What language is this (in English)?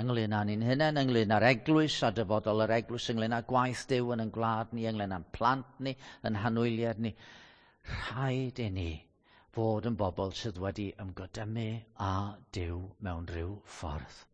Welsh